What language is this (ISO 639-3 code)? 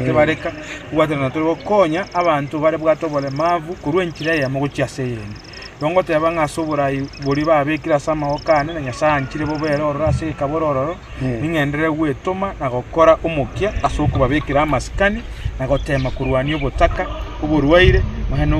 guz